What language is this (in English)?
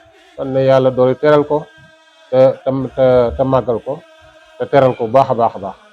Wolof